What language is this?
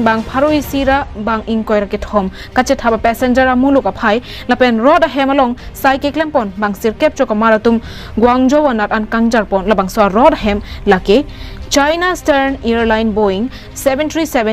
Karbi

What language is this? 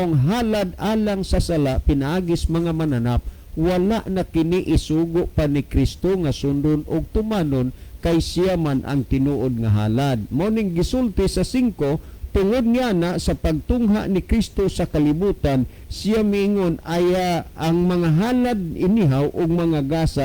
Cebuano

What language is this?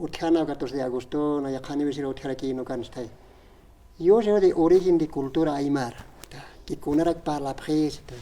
Aymara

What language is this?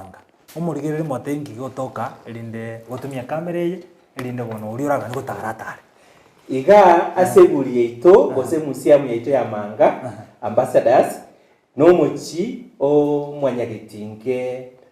Gusii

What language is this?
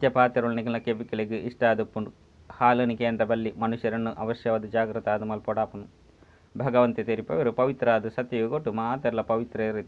Tulu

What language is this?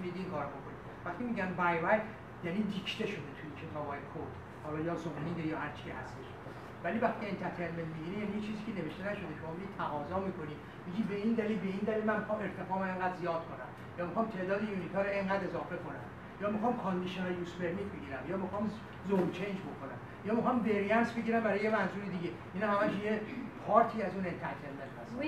Persian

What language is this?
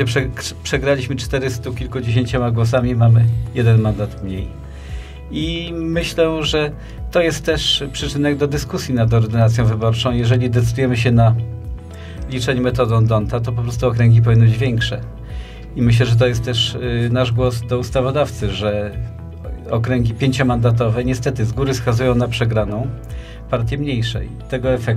Polish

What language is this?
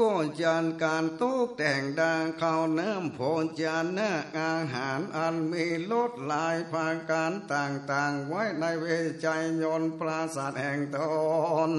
Northern Thai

